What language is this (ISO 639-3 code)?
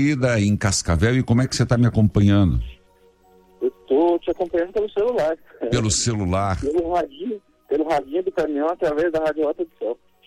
por